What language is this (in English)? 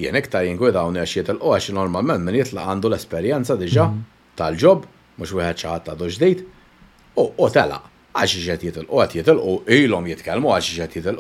Maltese